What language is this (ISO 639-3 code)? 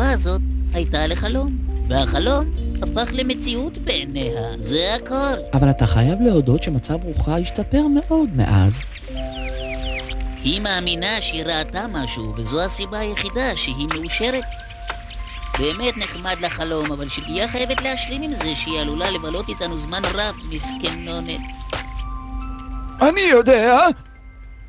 heb